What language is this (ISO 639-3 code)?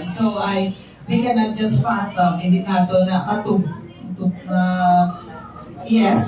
hil